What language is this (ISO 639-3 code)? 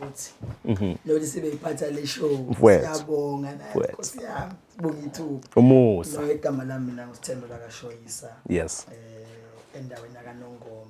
zul